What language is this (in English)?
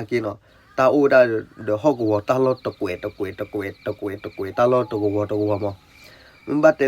S'gaw Karen